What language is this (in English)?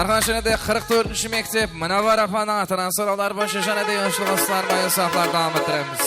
Kara-Kalpak